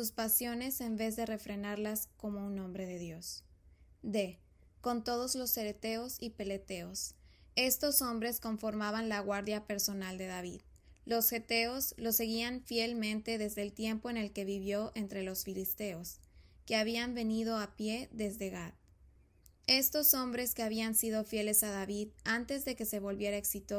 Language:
Spanish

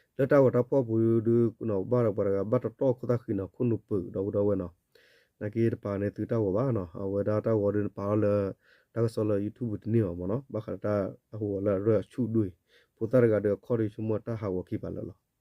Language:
S'gaw Karen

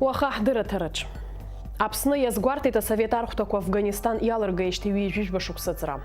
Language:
Abkhazian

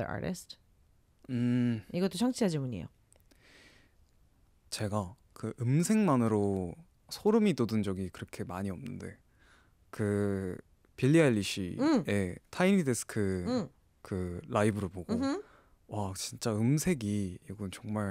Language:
Korean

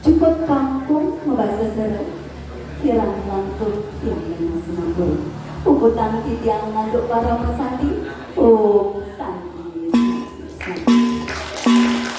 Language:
Balinese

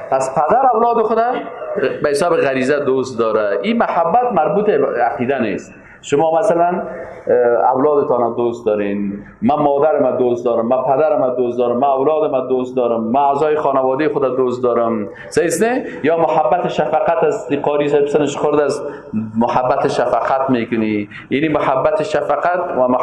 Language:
Persian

